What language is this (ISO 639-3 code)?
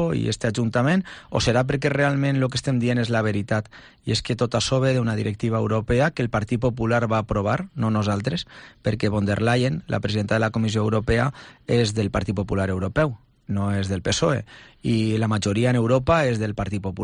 cat